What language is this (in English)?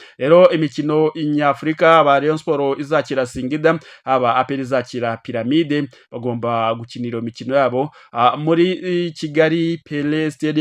Kinyarwanda